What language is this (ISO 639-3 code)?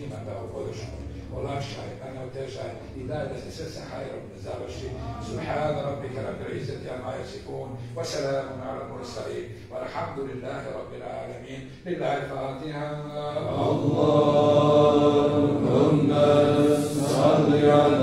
bos